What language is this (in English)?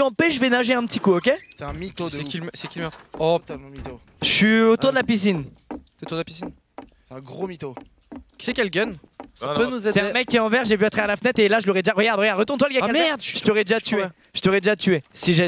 French